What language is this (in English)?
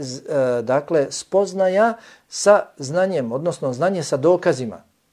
Bosnian